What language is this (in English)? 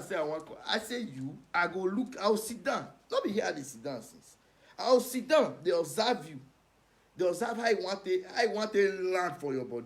Nigerian Pidgin